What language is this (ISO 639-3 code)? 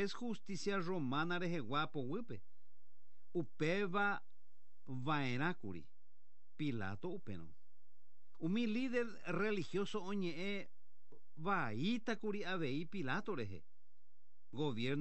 grn